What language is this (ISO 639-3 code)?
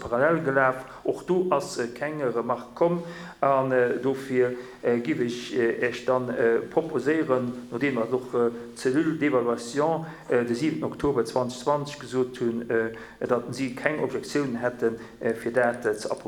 ltz